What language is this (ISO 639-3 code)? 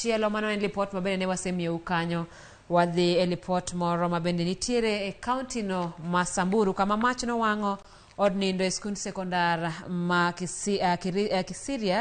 luo